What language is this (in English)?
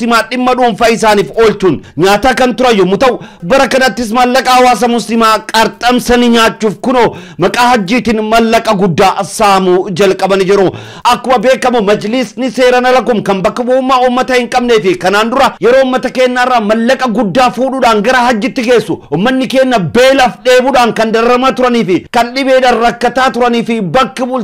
Oromo